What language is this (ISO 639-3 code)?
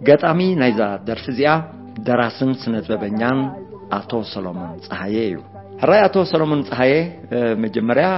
tir